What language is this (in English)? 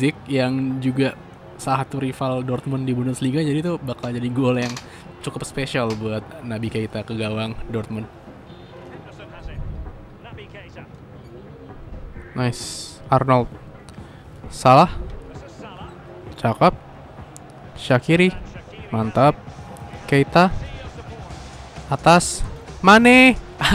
Indonesian